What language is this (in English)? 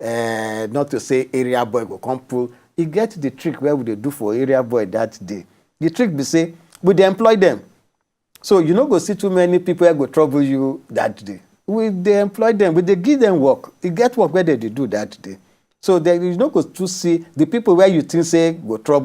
Nigerian Pidgin